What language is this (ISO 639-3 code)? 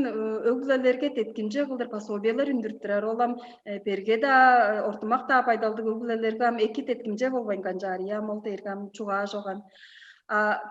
tyv